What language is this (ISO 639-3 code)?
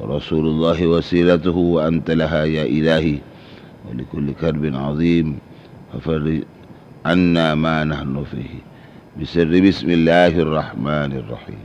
mad